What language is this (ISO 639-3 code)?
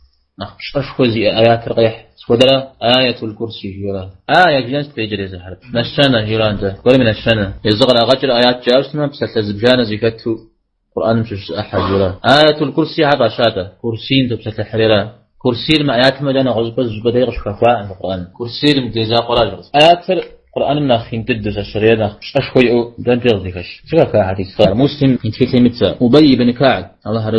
kbd